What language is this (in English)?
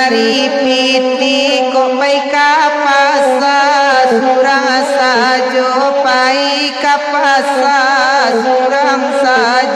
Minangkabau